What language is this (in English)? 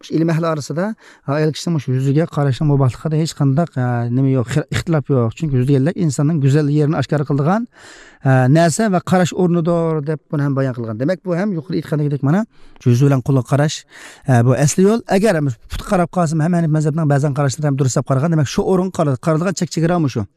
Uyghur